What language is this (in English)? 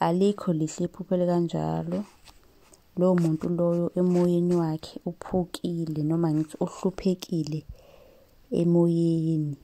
Zulu